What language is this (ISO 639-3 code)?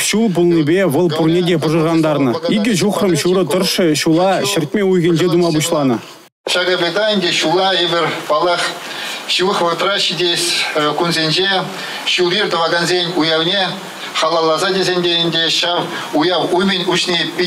chv